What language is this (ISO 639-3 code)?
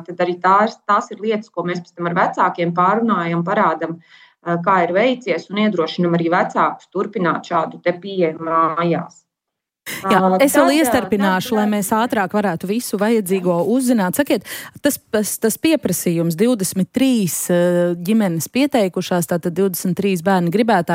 lav